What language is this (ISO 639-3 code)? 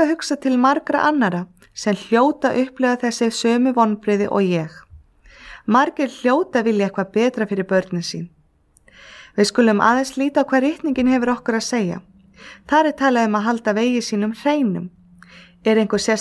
isl